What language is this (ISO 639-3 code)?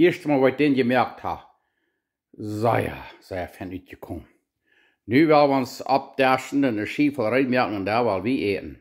pdt